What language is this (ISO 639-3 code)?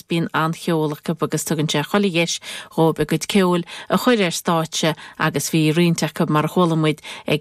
gle